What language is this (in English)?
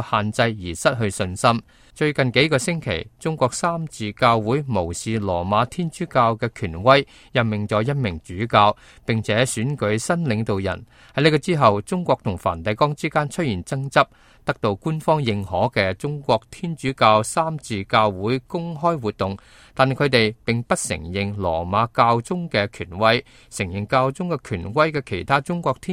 Cantonese